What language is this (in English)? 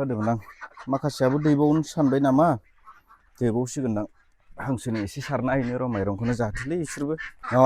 Bodo